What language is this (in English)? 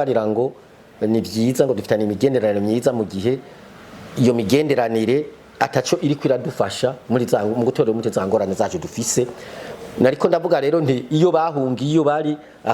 Rundi